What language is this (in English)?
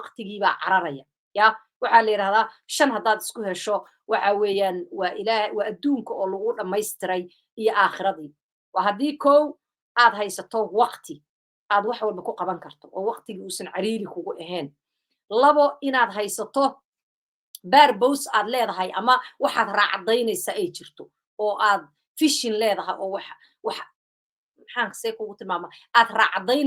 Somali